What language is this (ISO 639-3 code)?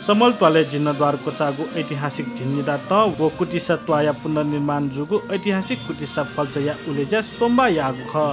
new